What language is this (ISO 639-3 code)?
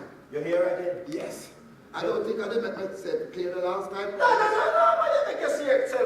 jam